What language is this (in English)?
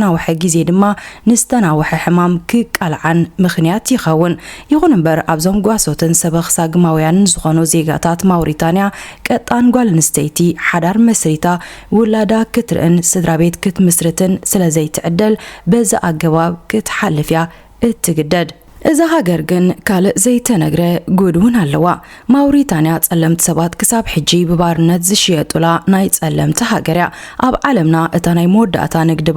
Tigrinya